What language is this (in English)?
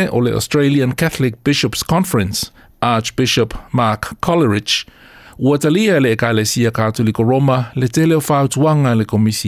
Samoan